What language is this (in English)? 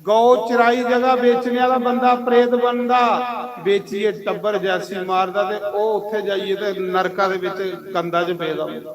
Dogri